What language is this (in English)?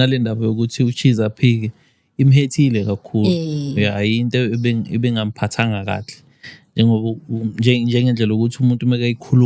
Zulu